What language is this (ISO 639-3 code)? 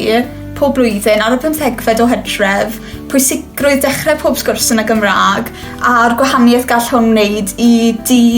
cym